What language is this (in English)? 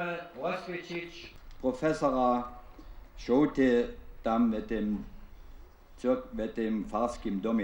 Upper Sorbian